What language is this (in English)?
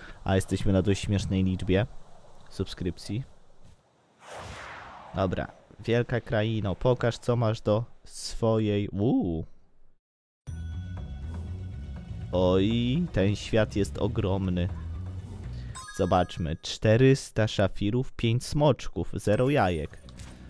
Polish